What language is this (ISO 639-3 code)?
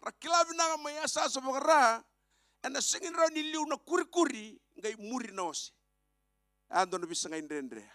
fij